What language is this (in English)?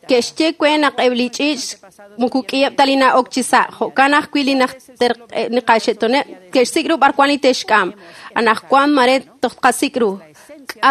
Kekchí